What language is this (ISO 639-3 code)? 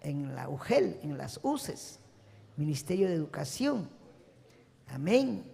quy